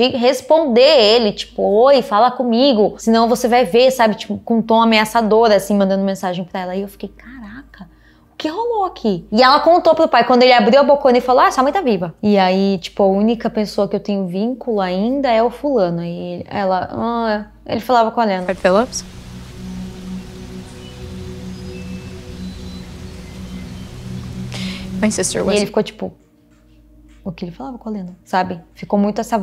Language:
Portuguese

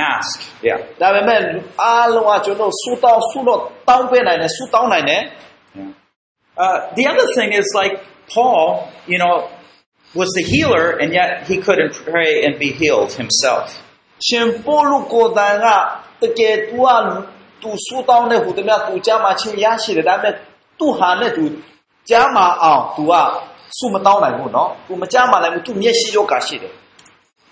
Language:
Burmese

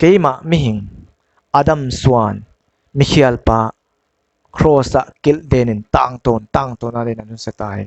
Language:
Paite Chin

